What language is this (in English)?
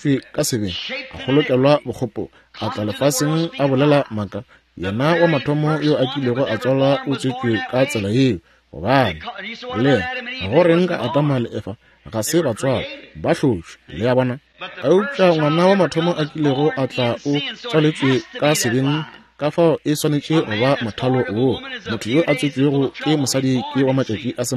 Northern Sotho